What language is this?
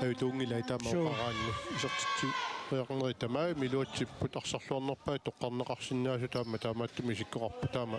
Kalaallisut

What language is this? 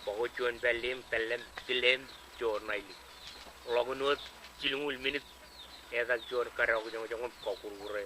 Marshallese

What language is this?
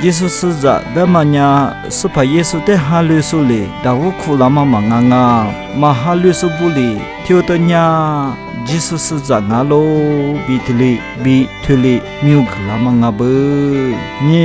Lisu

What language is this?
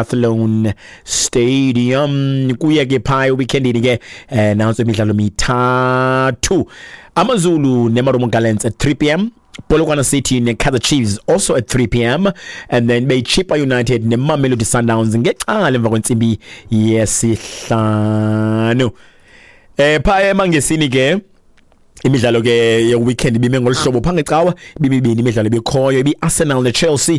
Xhosa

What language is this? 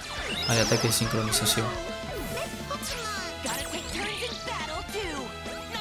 Spanish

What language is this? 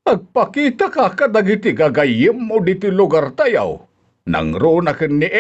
Iloko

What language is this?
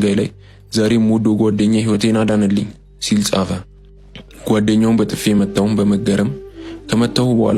Amharic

